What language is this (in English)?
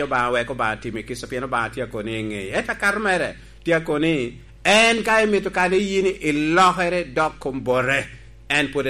Lango (Uganda)